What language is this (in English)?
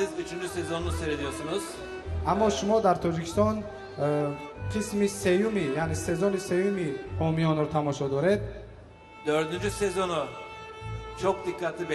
Tajik